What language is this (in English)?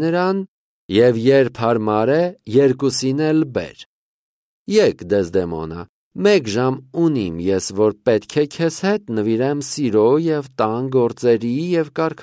Armenian